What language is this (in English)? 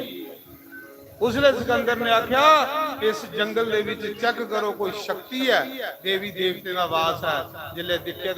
Dogri